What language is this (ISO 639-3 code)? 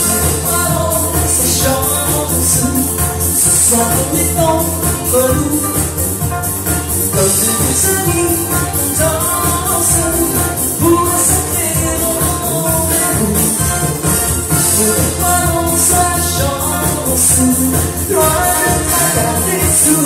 fra